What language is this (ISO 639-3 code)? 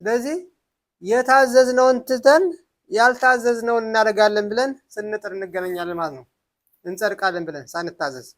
amh